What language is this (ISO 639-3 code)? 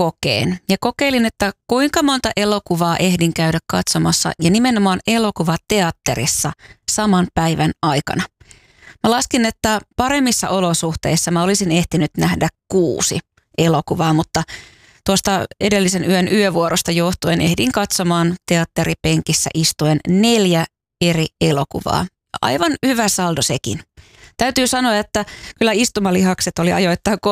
fin